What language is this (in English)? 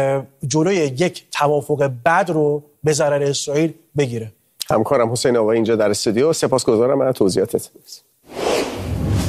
Persian